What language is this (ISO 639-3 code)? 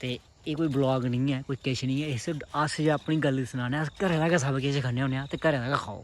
doi